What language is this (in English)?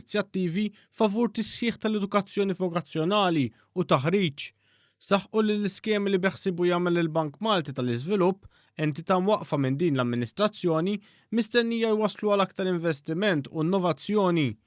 Maltese